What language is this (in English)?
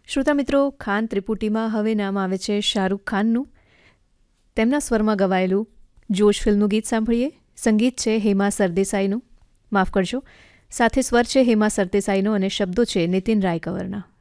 Gujarati